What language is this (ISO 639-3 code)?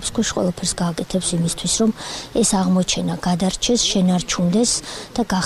kat